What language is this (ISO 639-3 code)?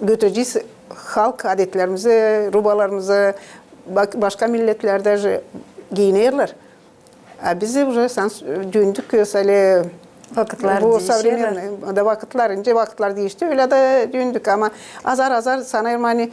gag